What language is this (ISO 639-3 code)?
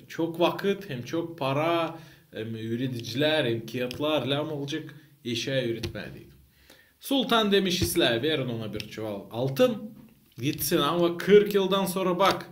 gag